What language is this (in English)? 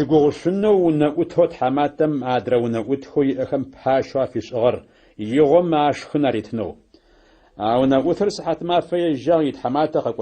Adyghe